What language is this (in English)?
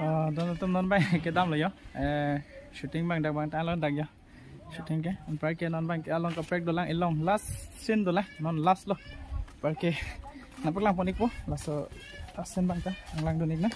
Karbi